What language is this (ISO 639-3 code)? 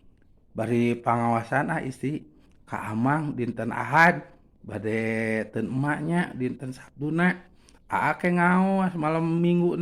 sun